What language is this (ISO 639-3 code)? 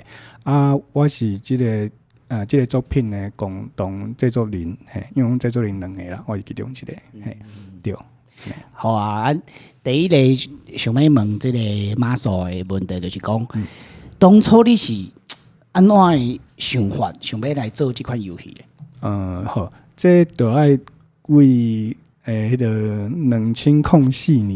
nan